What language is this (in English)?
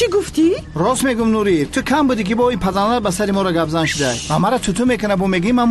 Tajik